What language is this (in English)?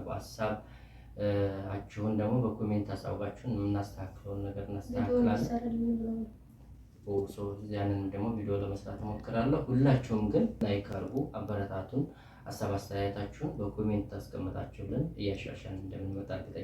Amharic